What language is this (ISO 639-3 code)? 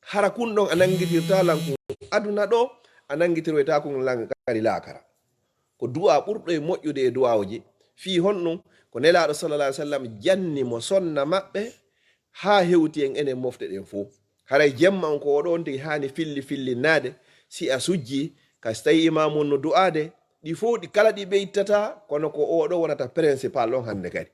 ful